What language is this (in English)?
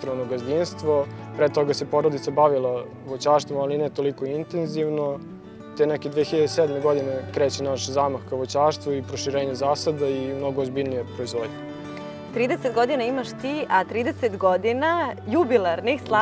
Serbian